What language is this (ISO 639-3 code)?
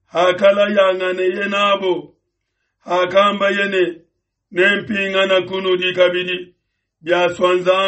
lua